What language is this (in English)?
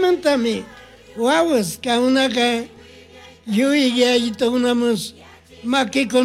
Chimborazo Highland Quichua